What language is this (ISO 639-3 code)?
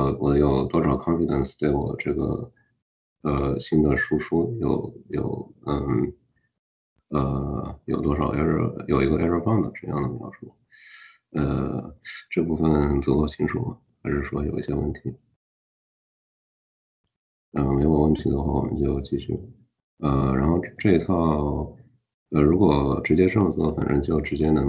zho